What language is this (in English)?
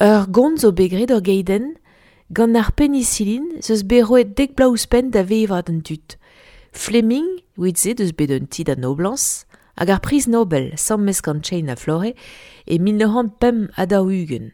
Breton